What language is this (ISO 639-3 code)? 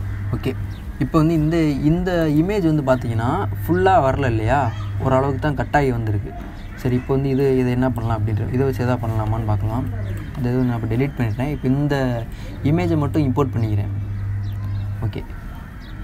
tam